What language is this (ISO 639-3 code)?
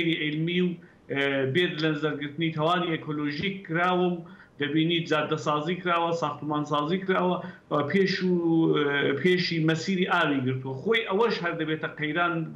ckb